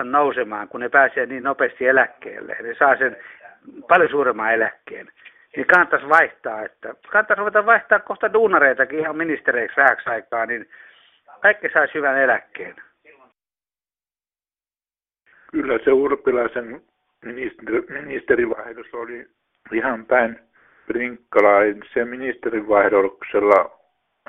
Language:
Finnish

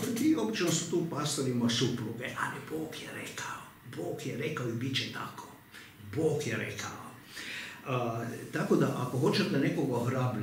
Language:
Croatian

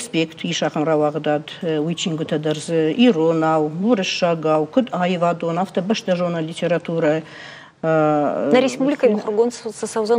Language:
Ossetic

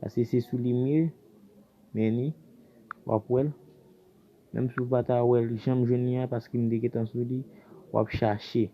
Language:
Haitian Creole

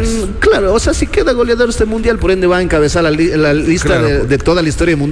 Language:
Spanish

